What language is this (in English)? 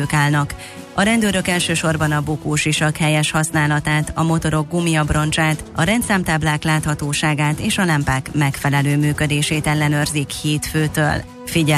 Hungarian